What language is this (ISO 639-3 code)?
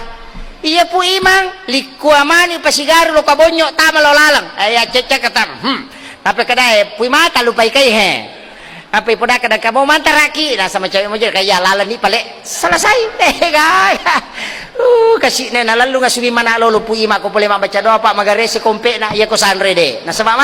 bug